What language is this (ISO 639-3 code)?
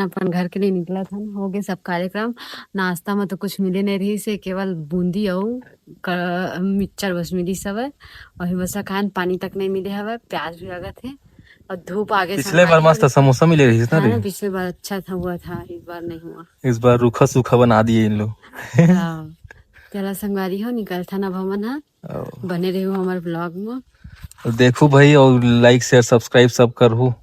hne